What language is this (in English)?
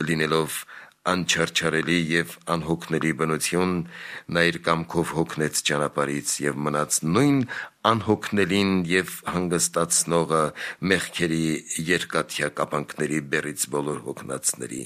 Armenian